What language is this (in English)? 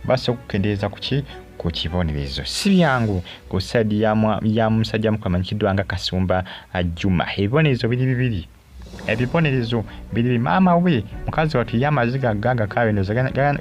Ganda